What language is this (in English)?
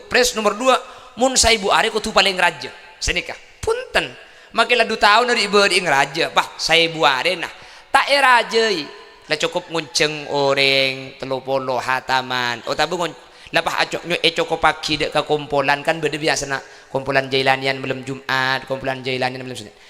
Madurese